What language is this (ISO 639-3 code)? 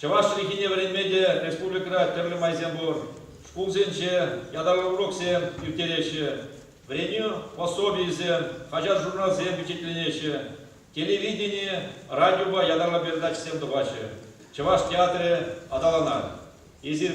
chv